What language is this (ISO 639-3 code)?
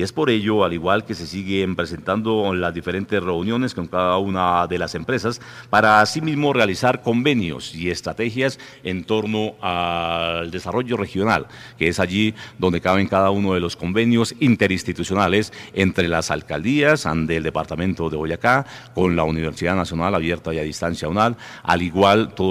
spa